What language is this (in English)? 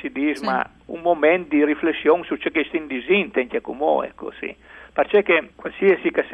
Friulian